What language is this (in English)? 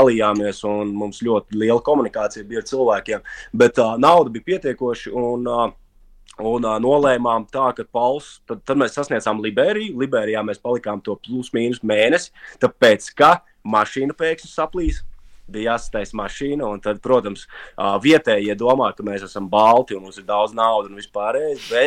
Latvian